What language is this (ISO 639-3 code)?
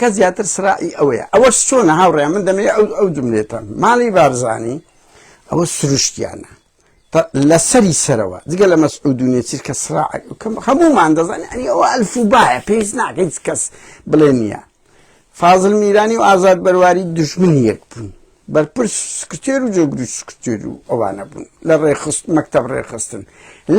ckb